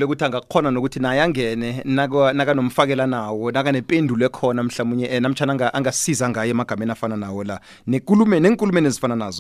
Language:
South Ndebele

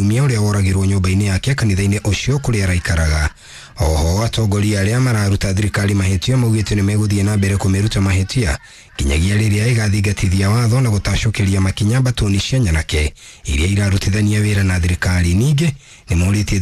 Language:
Kikuyu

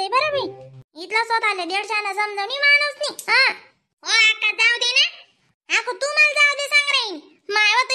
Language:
Khandesi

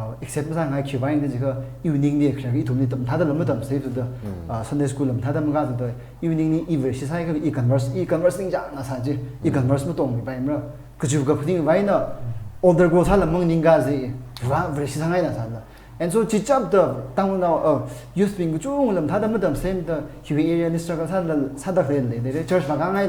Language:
Tangkhul Naga (India)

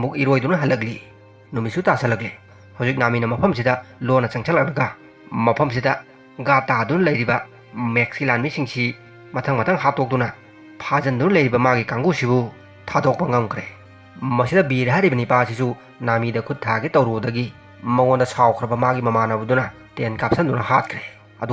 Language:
Manipuri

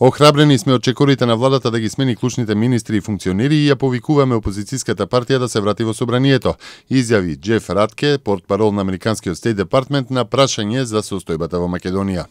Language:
Macedonian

